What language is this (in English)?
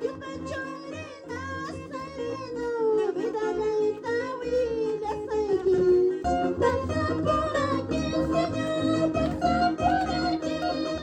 Quechua